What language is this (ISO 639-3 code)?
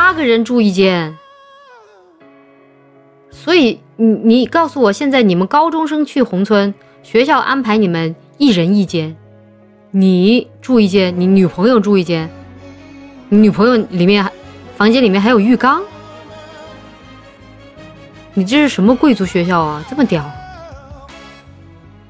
zho